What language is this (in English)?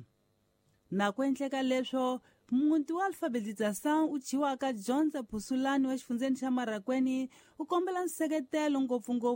Tsonga